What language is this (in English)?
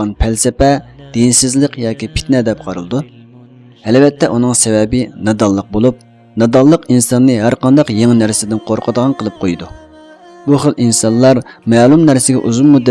Uyghur